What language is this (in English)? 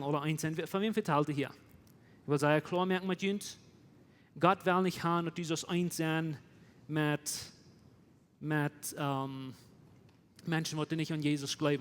Plautdietsch